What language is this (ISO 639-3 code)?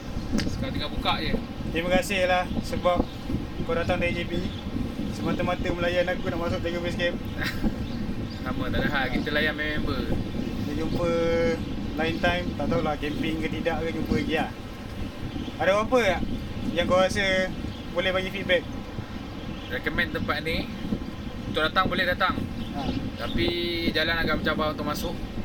msa